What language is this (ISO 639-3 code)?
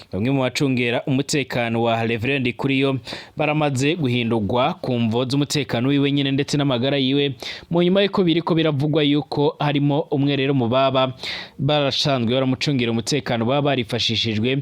run